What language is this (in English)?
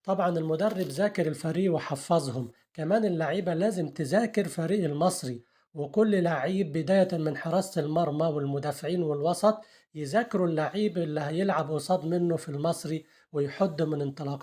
Egyptian Arabic